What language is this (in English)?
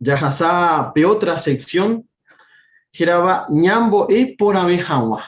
Guarani